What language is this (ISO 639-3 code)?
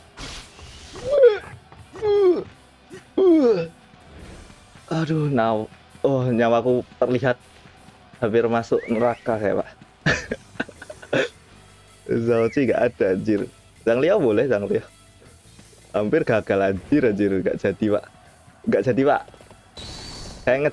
ind